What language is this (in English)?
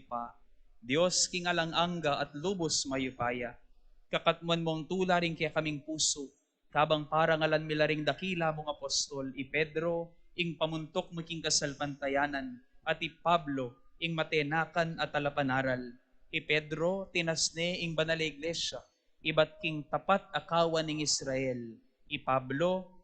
Pampanga